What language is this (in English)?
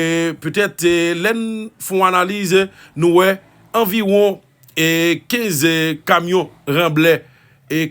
Haitian Creole